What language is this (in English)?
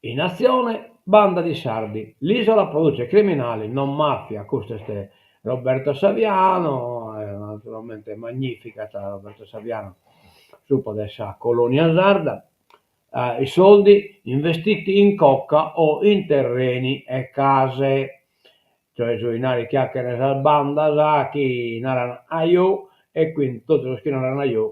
Sardinian